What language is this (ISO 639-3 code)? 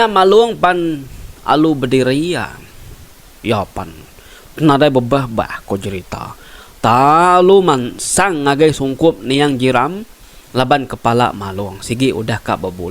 iba